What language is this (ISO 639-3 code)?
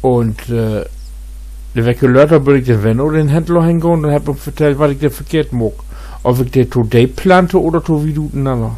nds